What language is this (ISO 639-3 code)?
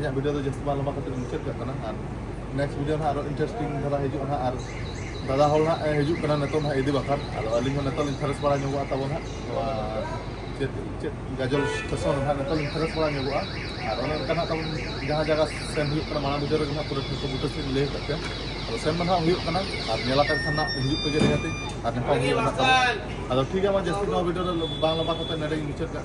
sat